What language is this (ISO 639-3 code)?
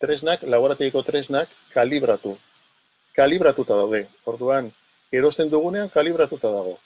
eus